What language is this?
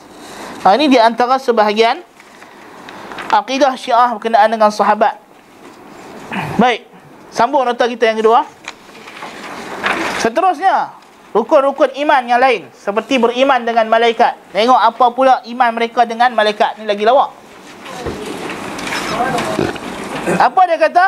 Malay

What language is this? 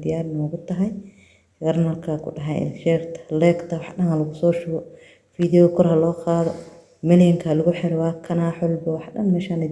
Somali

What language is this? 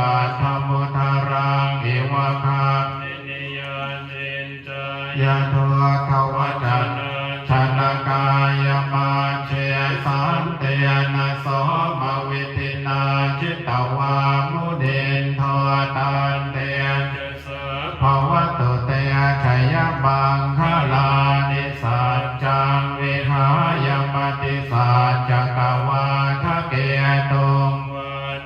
Pali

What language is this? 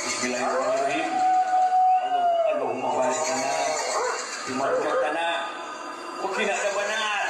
Sundanese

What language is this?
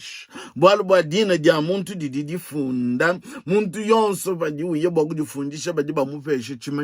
Luba-Lulua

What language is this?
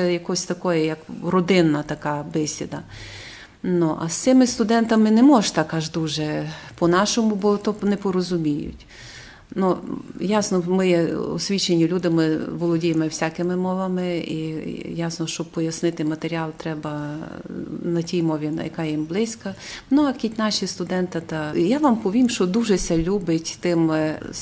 Rusyn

